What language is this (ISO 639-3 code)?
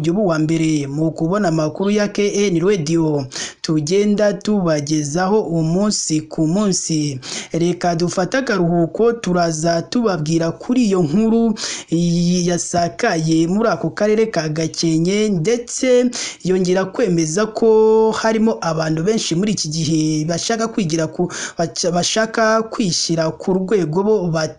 kin